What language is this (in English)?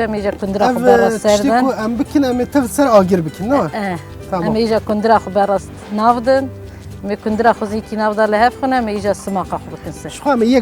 Kurdish